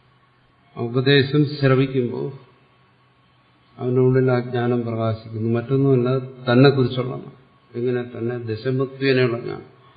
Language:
Malayalam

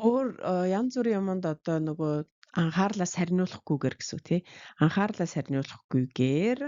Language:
Mongolian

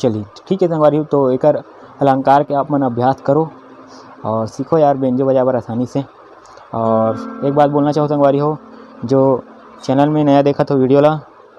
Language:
Chhattisgarhi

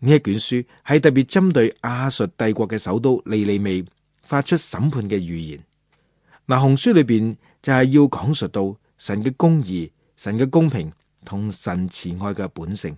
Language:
Cantonese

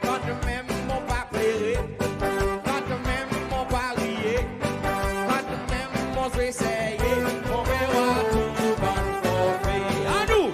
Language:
Seselwa Creole French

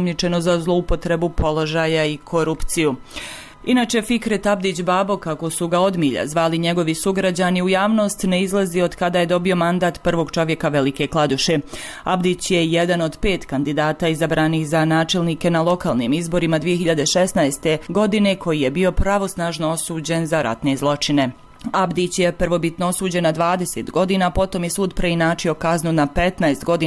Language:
Bosnian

